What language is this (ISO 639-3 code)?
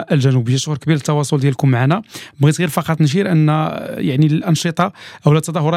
ary